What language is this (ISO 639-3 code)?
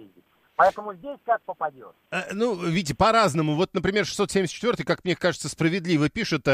rus